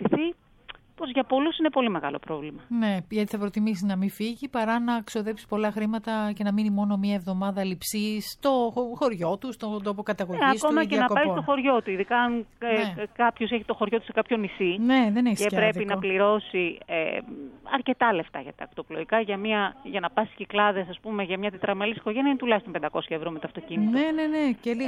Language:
Greek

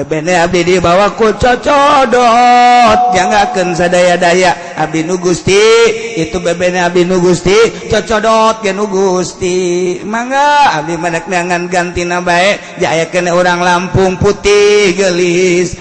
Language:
Sundanese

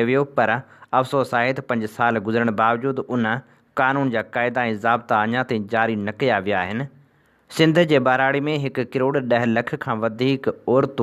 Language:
Sindhi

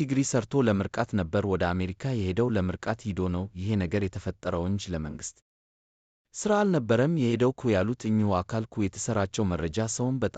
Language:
Amharic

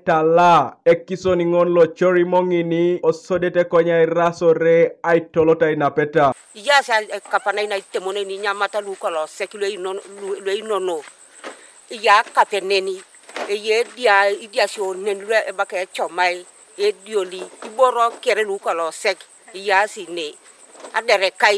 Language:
Teso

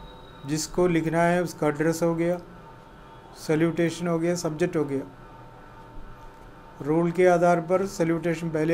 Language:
Hindi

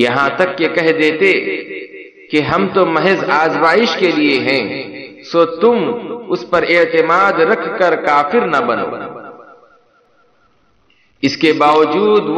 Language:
Urdu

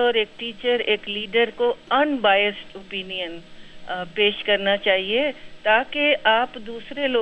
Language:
Urdu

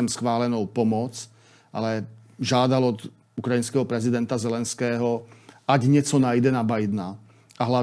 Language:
Czech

